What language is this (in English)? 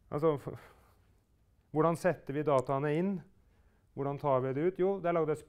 Norwegian